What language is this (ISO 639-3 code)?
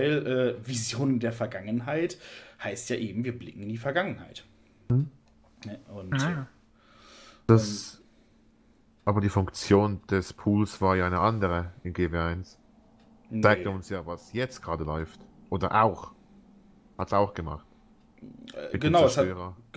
deu